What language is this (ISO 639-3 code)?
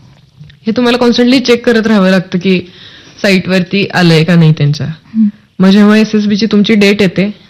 mar